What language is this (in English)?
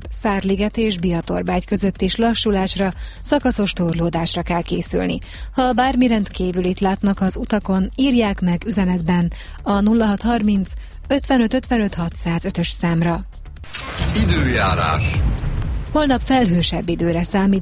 Hungarian